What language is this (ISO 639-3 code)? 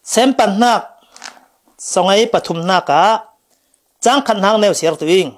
cfm